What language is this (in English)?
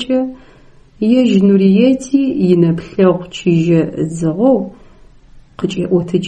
Adyghe